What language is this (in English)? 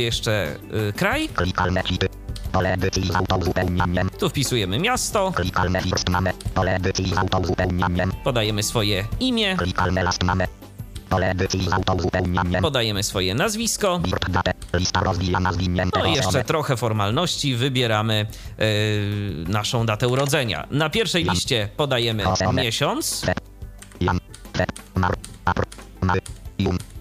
Polish